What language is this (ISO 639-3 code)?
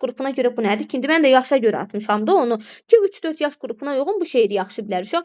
aze